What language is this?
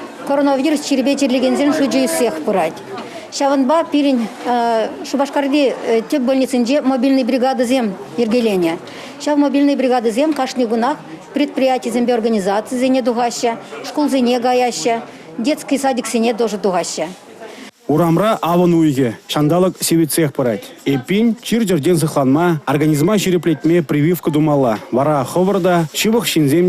Chuvash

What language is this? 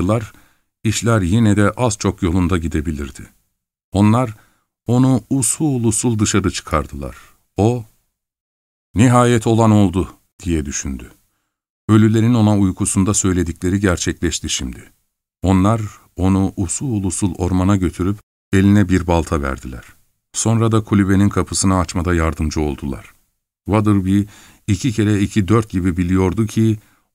Turkish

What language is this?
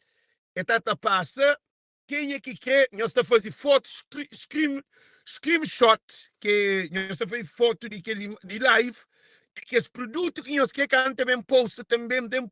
Kabuverdianu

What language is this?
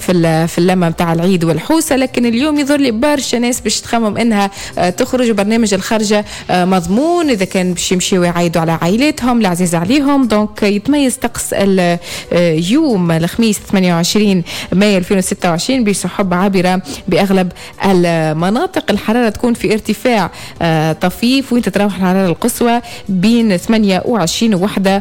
Tunisian Arabic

